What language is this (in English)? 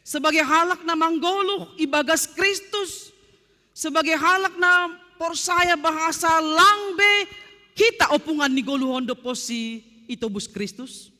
Batak Simalungun